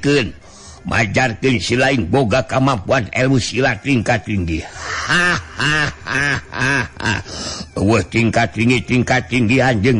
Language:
Sundanese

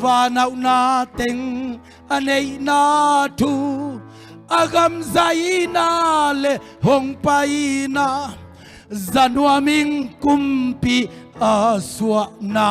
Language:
Tedim Chin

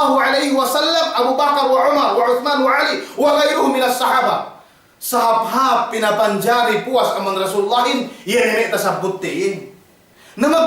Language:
Yakan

